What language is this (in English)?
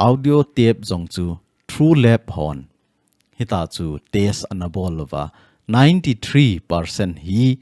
Thado Chin